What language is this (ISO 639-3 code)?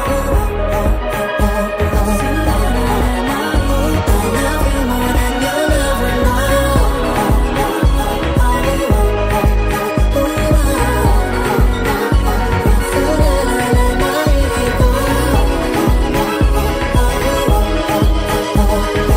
jpn